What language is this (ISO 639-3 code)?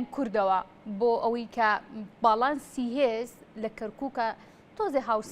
ckb